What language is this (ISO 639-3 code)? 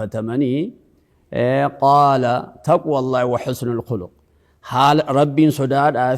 orm